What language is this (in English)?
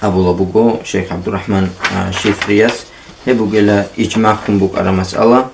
Avaric